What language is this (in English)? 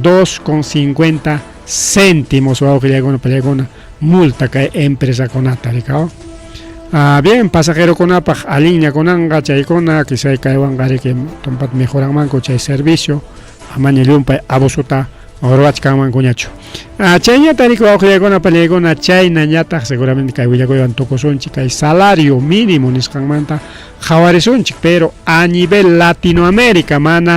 Ayacucho Quechua